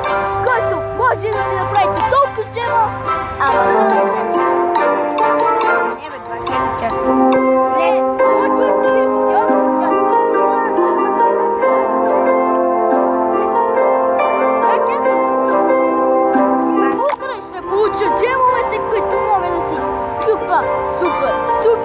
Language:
Bulgarian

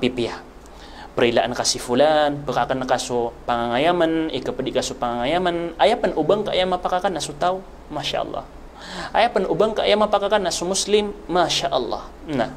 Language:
Maranao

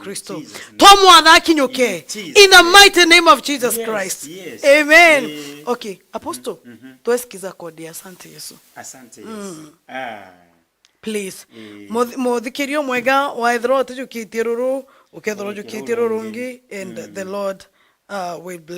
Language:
Meru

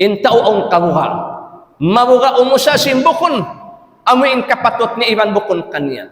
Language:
Tausug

